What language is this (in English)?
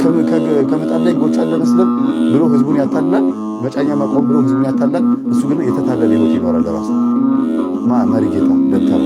Amharic